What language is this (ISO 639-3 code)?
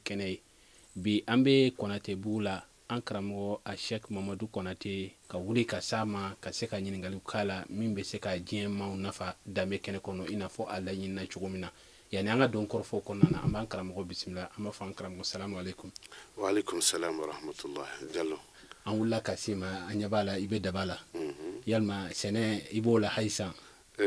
bam